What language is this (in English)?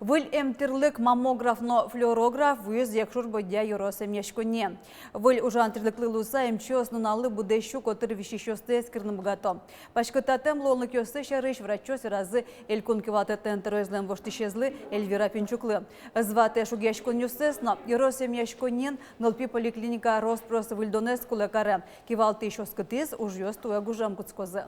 Udmurt